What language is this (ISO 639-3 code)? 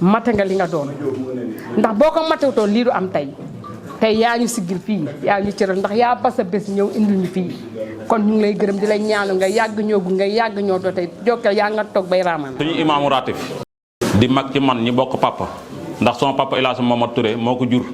wol